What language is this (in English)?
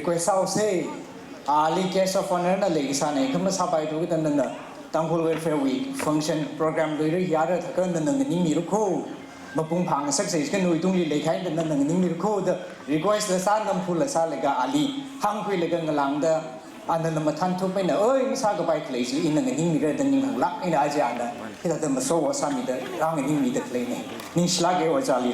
Tangkhul Naga (India)